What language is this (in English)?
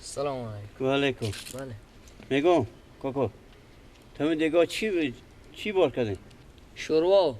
Persian